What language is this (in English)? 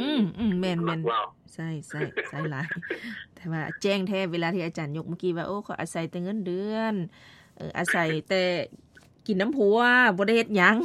Lao